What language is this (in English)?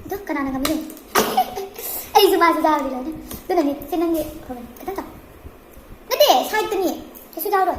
Manipuri